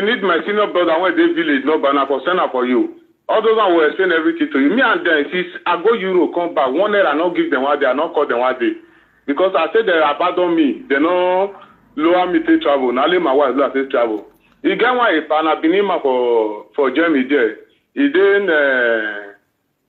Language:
Nigerian Pidgin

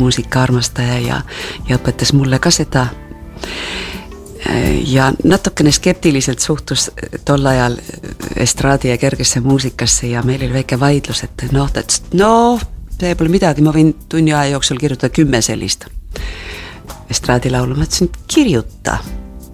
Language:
Estonian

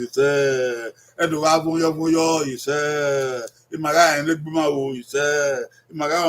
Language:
Bini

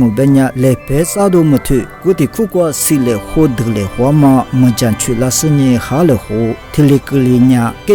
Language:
Lisu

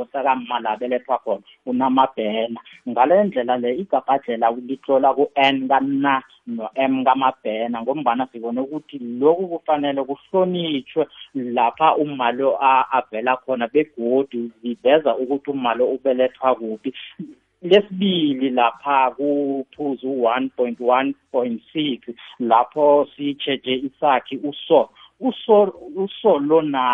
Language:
South Ndebele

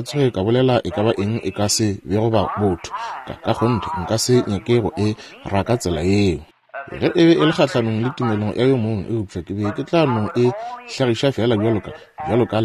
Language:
Northern Sotho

